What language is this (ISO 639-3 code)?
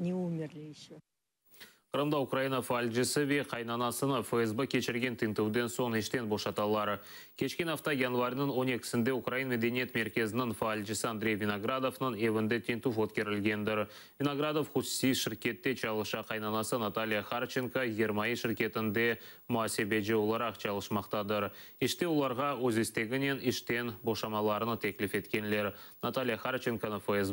crh